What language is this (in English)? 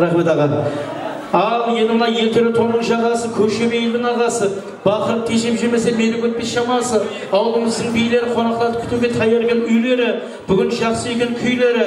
Kara-Kalpak